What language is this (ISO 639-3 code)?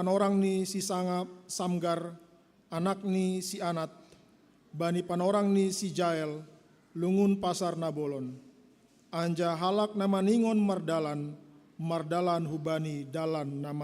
bts